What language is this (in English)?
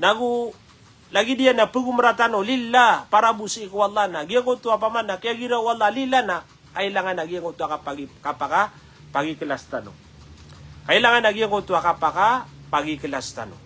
Maranao